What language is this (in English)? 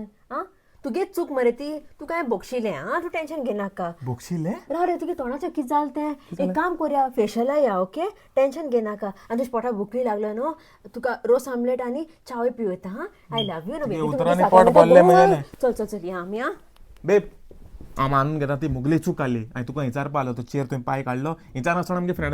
Konkani